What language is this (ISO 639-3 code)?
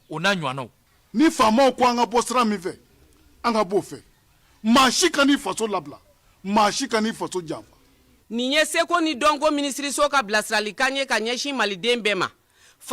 bam